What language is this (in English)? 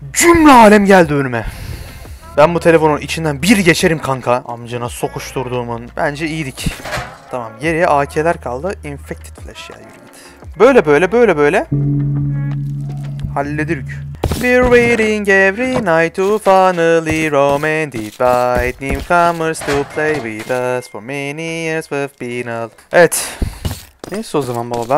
Turkish